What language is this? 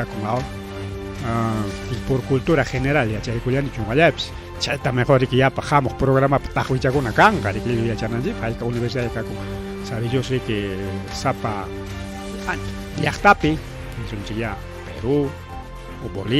Ayacucho Quechua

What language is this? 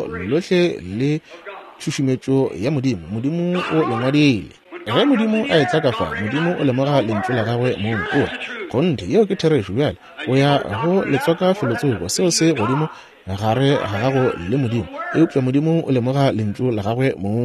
Northern Sotho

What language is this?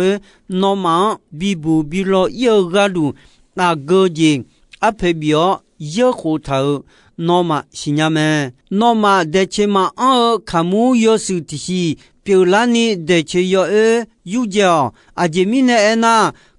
Akha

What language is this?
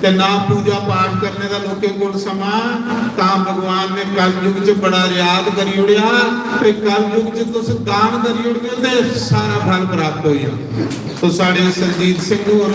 Dogri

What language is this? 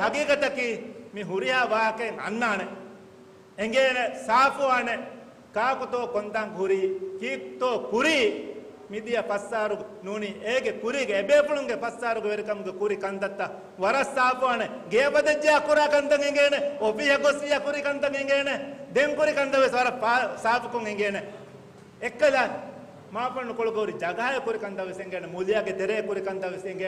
Divehi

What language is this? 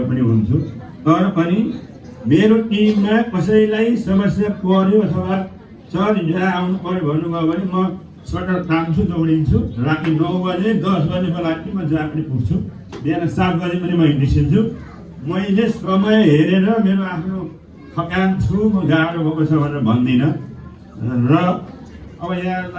Nepali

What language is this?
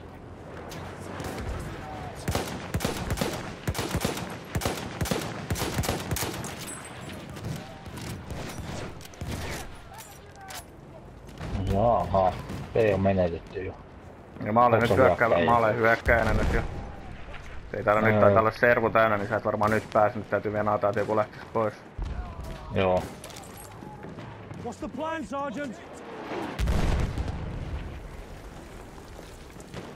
Finnish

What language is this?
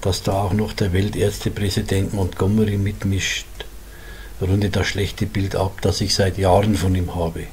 Bavarian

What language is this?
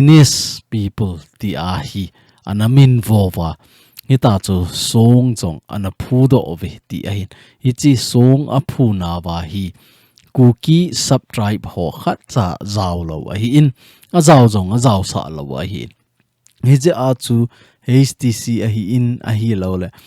Thado Chin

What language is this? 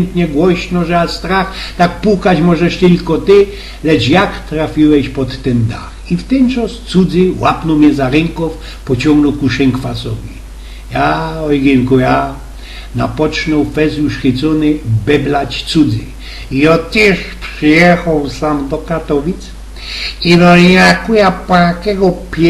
Silesian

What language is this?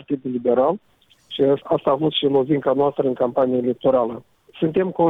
Romanian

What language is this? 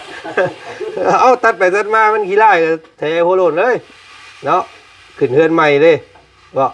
Lao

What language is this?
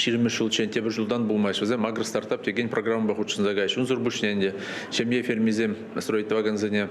Chuvash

